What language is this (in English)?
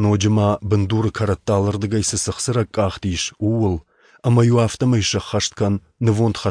Ossetic